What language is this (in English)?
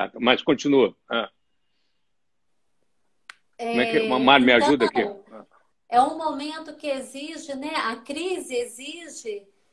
Portuguese